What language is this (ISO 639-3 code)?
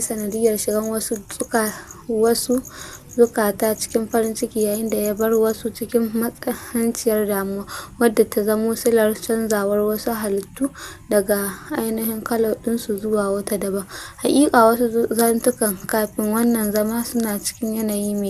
hau